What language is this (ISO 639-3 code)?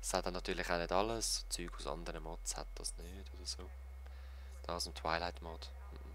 gsw